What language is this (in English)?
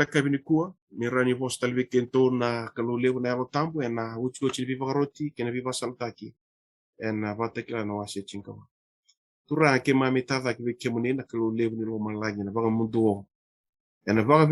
Fijian